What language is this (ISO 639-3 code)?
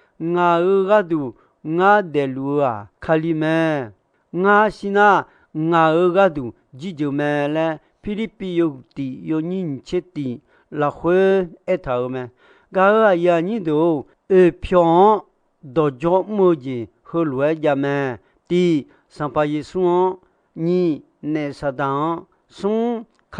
ahk